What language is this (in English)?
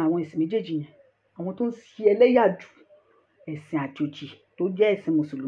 Yoruba